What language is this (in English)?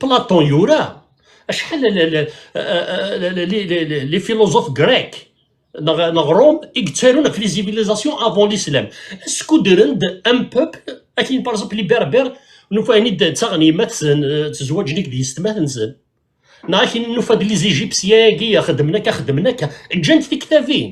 Kabyle